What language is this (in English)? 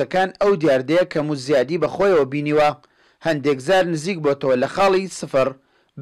Central Kurdish